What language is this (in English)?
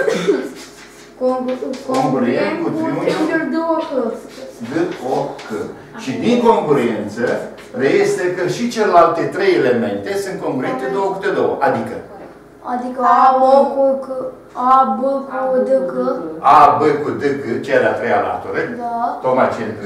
Romanian